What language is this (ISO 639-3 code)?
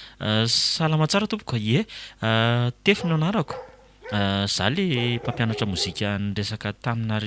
mlg